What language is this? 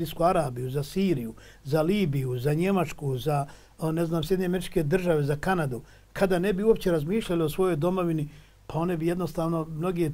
Bosnian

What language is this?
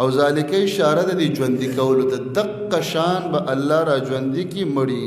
Pashto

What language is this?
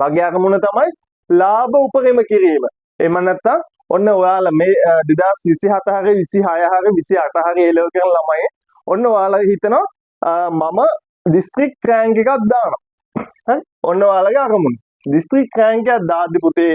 Sinhala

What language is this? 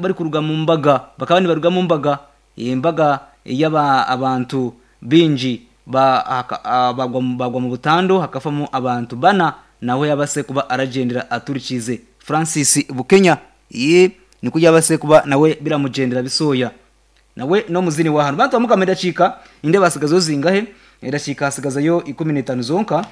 Nyankole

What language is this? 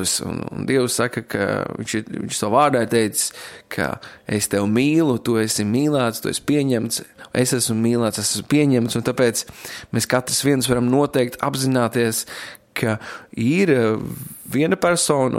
Latvian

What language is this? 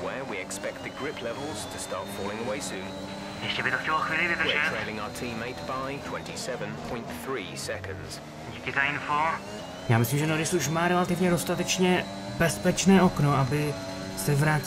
Czech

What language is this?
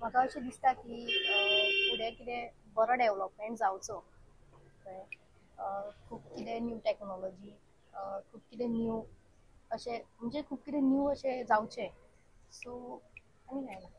Konkani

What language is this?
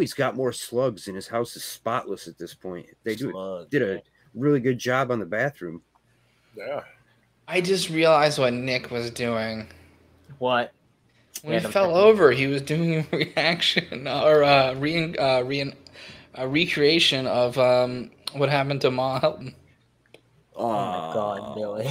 English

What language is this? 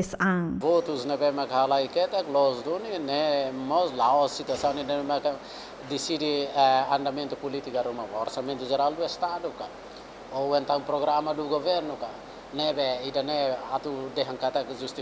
Tetum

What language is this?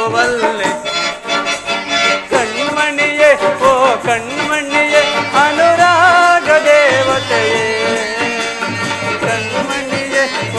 Kannada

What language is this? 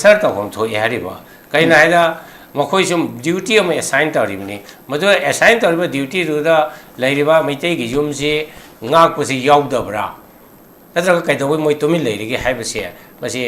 Manipuri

